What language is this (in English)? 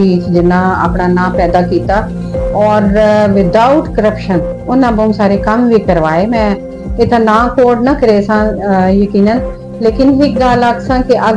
Saraiki